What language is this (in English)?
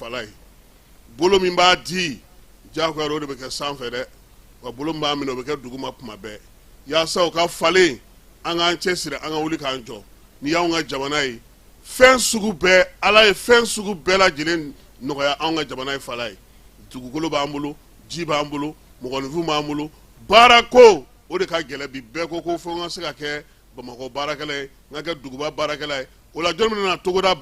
Bambara